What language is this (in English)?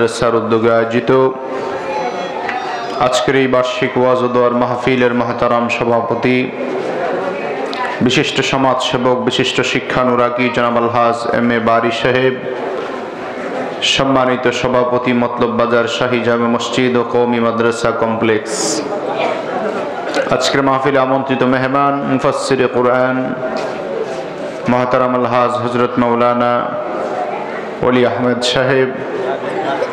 Bangla